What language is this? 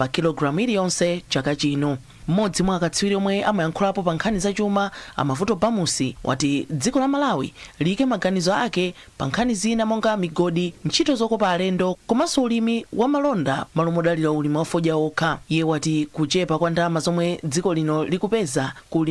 Nyanja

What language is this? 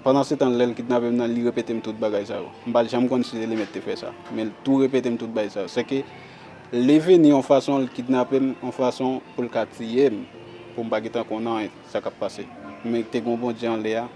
Haitian Creole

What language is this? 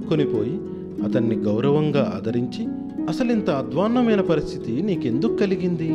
Telugu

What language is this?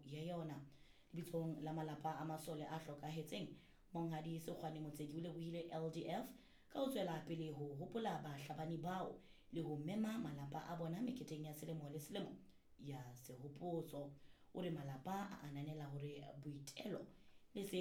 Southern Sotho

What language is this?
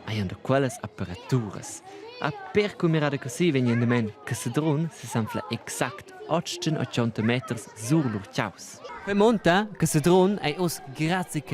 Romansh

